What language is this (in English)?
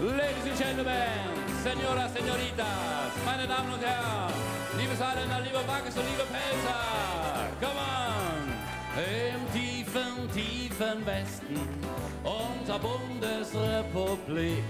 Palatine German